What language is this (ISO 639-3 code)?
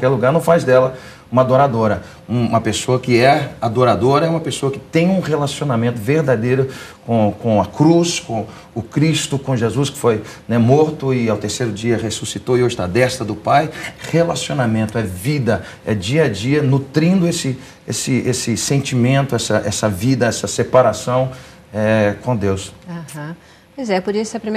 por